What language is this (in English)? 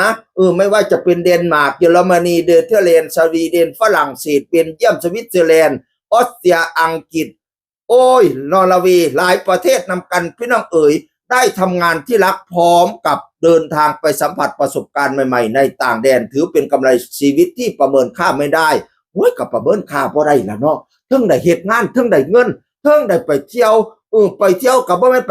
Northeastern Thai